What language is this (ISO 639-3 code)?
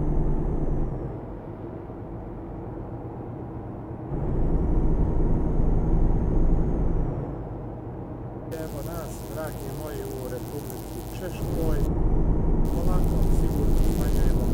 hrv